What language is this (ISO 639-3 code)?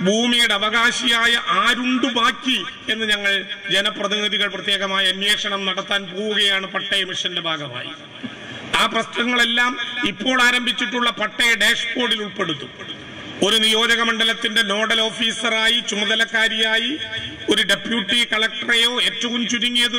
mal